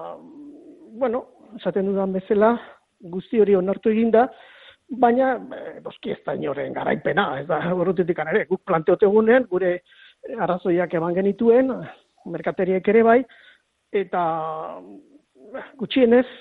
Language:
Basque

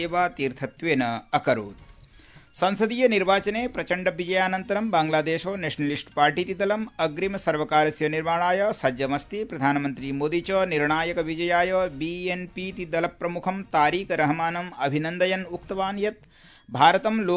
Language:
Sanskrit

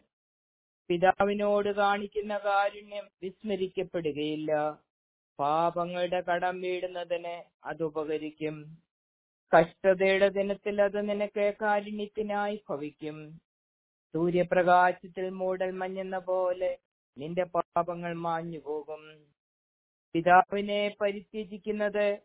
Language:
Malayalam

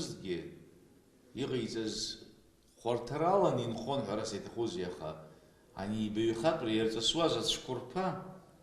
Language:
Abkhazian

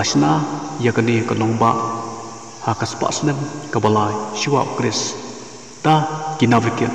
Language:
Khasi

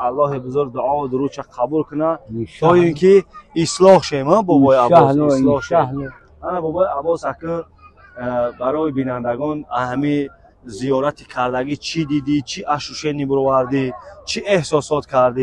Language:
Tajik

